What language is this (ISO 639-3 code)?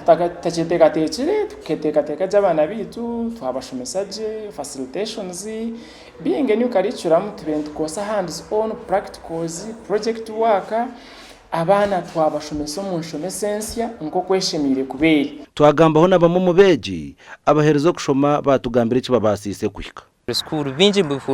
nyn